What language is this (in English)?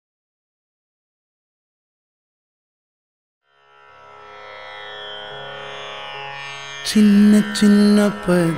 Tamil